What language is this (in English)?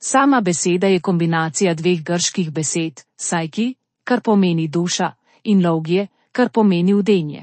Slovenian